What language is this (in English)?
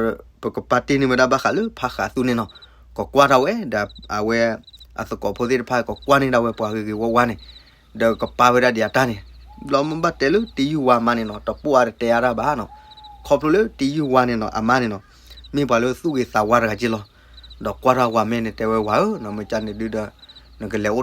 S'gaw Karen